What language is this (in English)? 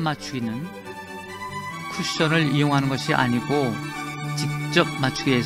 Korean